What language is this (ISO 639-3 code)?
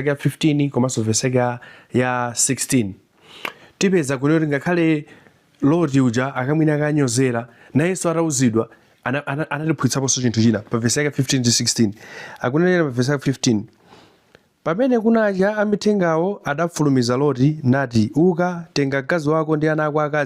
nya